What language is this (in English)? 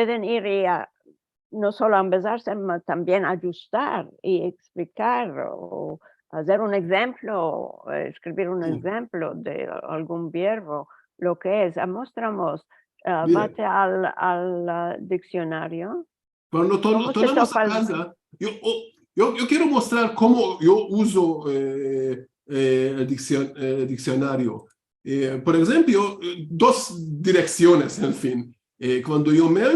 Ladino